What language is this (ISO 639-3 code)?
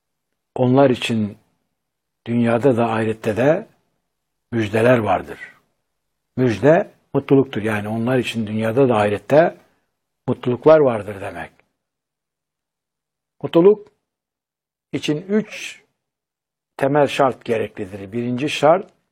tur